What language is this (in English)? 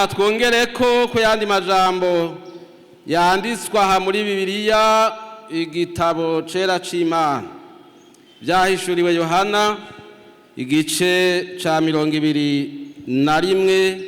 Rundi